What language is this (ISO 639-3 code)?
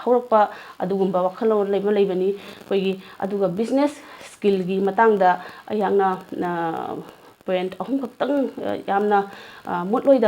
mni